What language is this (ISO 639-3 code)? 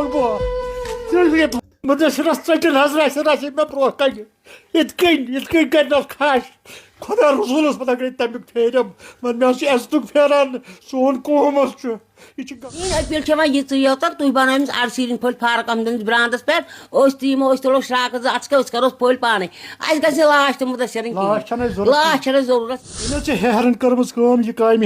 kas